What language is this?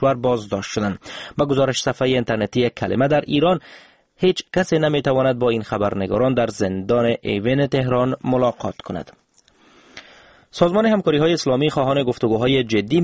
Persian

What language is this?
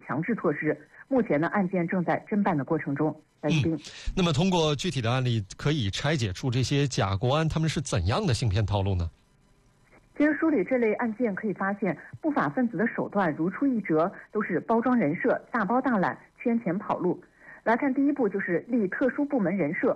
Chinese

